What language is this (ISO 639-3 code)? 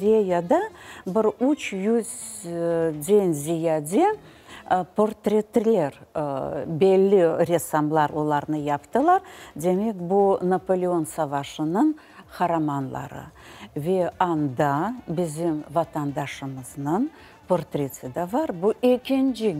crh